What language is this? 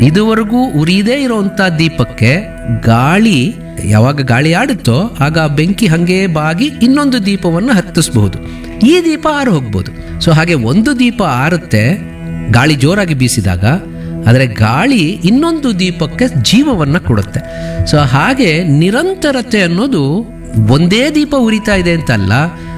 Kannada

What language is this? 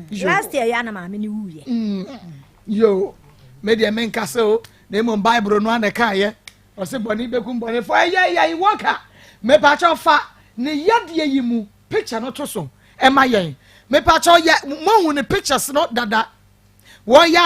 Akan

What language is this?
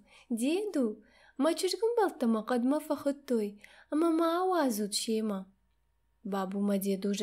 Ossetic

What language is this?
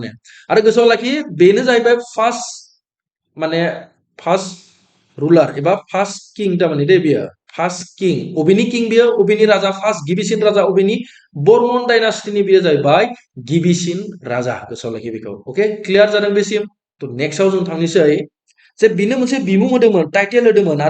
Bodo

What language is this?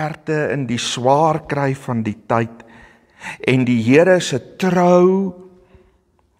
Afrikaans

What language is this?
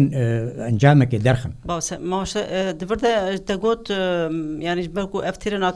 Kurdish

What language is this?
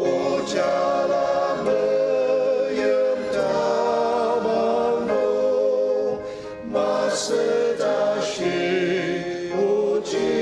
Ao Naga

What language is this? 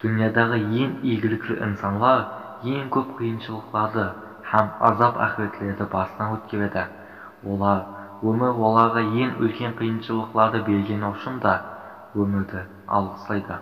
Kara-Kalpak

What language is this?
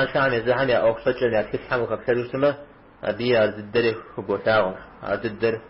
Kabardian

